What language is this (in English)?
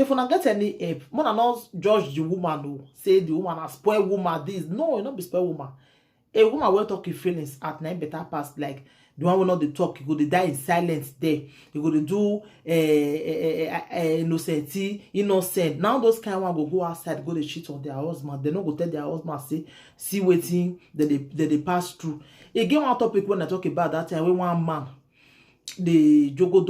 Nigerian Pidgin